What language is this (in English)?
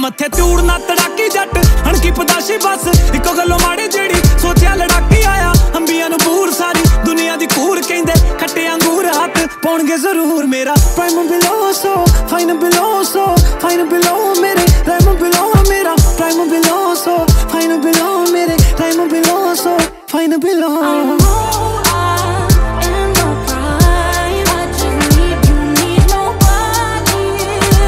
Punjabi